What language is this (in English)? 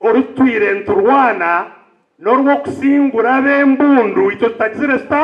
Nyankole